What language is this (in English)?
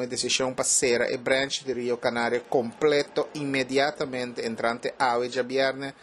Papiamento